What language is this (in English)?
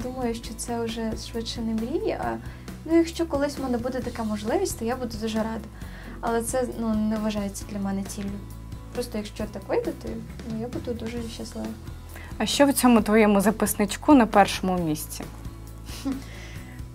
Ukrainian